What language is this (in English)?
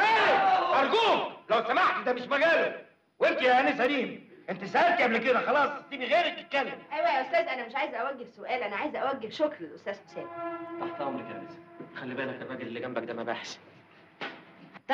Egyptian Arabic